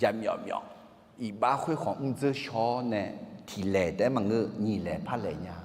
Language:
Akha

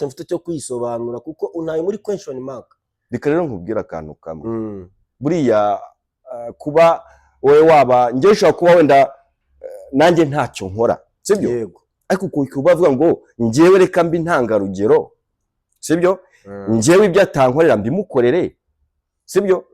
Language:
Kinyarwanda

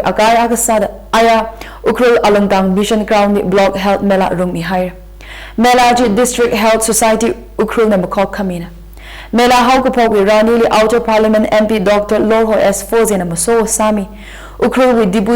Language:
Tangkhul Naga (India)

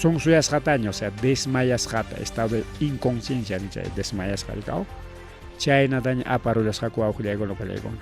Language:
Ayacucho Quechua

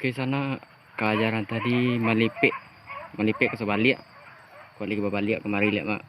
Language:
Minangkabau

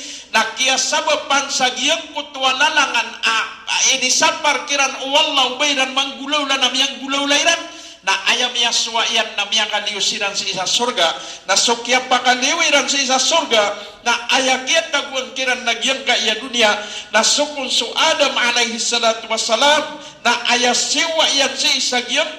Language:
Maranao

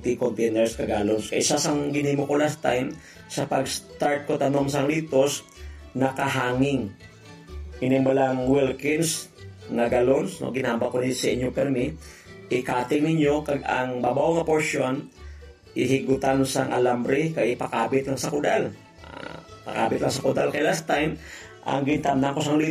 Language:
Hiligaynon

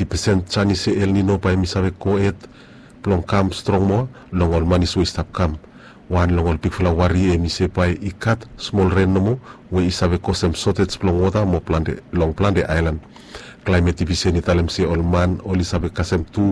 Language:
Bislama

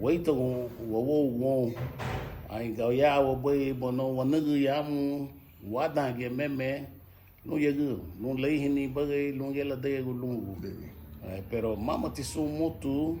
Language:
Garifuna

